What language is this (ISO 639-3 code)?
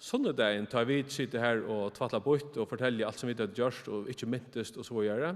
fao